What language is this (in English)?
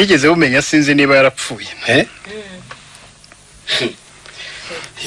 Kinyarwanda